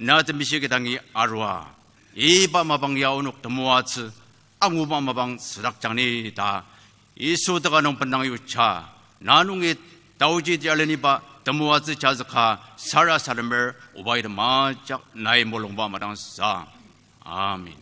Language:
Ao Naga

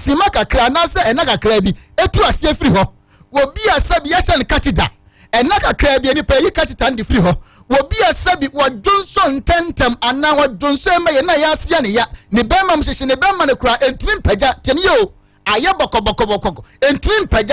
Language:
Akan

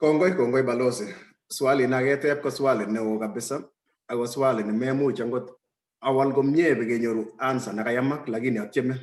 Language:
Kalenjin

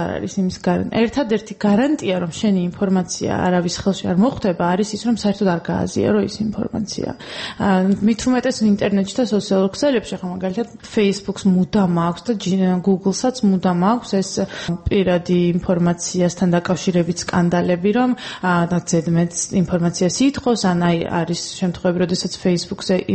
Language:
Georgian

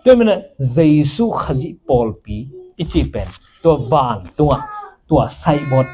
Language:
Tedim Chin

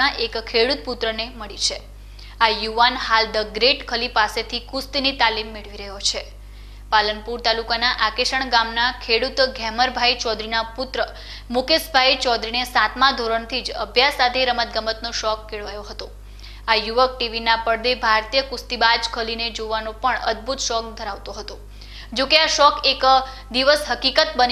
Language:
Gujarati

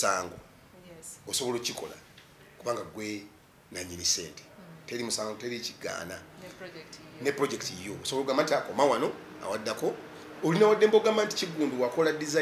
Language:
Ganda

